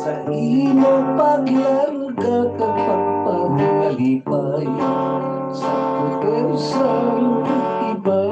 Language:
Hiligaynon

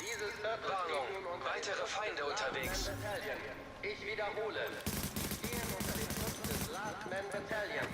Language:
Swiss German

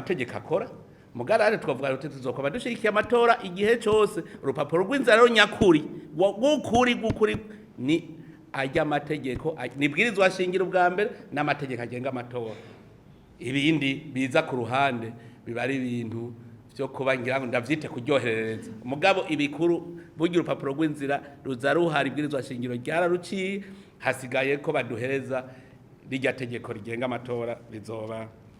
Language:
Rundi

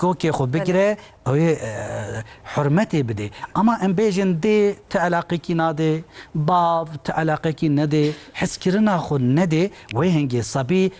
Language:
Kurdish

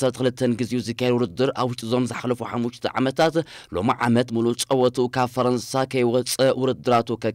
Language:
Tigrinya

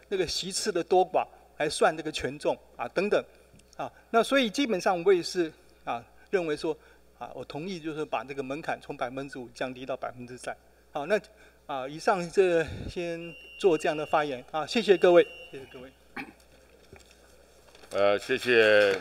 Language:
Chinese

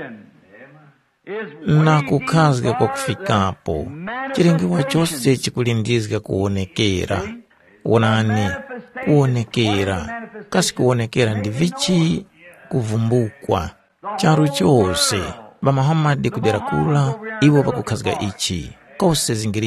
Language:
Tumbuka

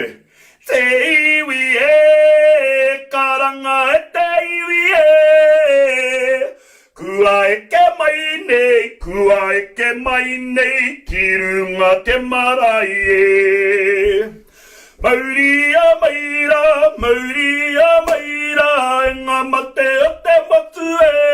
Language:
Māori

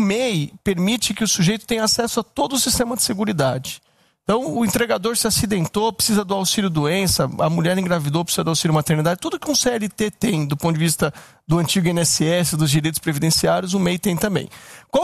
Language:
Portuguese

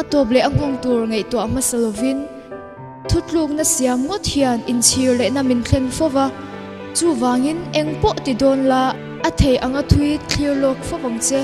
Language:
Mizo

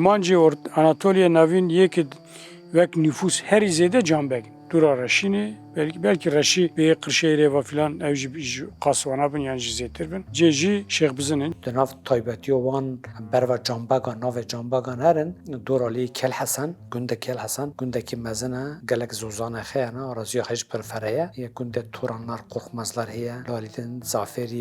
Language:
Kurdish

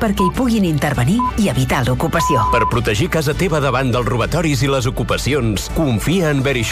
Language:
Catalan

